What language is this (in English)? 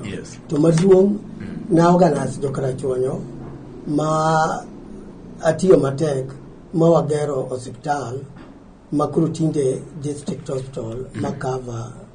Luo (Kenya and Tanzania)